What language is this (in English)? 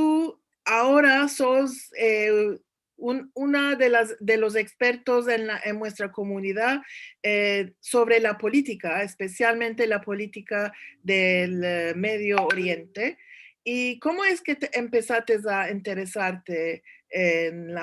Ladino